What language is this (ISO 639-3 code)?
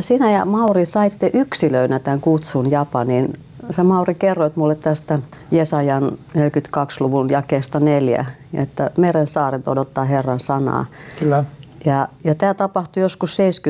fin